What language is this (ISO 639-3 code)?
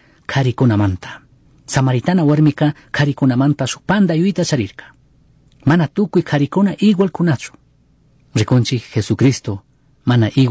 qug